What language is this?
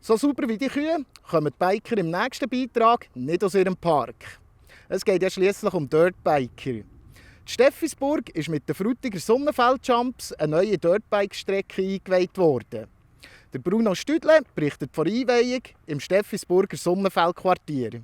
Swiss German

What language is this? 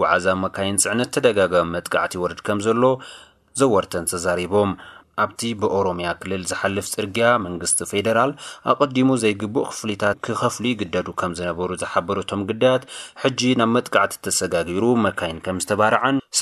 Tigrinya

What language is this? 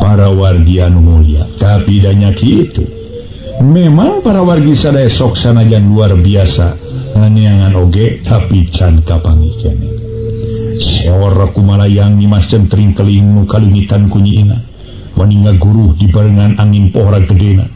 Sundanese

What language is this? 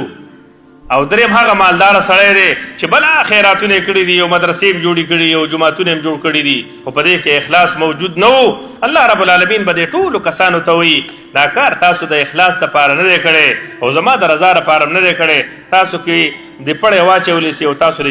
Pashto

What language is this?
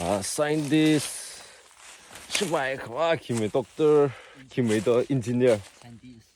Tangkhul Naga (India)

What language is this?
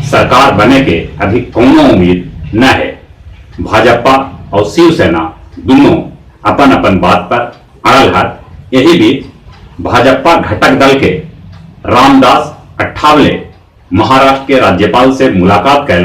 Magahi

